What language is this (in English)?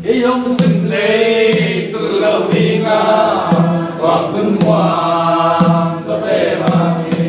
Tedim Chin